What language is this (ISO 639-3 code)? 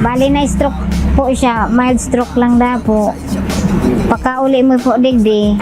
bik